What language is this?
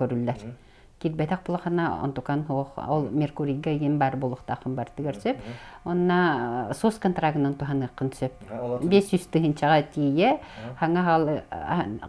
Yakut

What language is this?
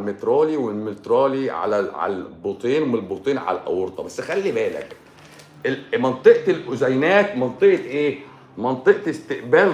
Egyptian Arabic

